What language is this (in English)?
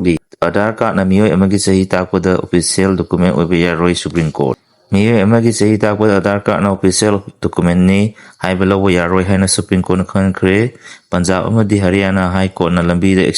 Manipuri